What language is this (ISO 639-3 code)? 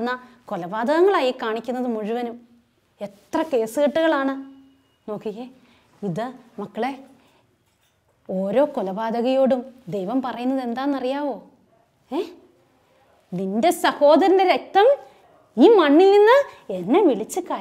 mal